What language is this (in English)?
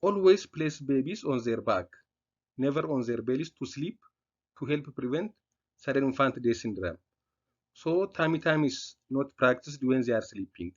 English